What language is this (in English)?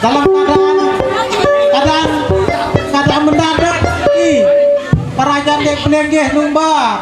Sasak